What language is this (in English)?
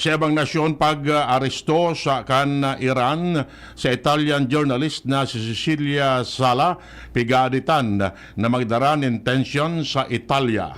Bikol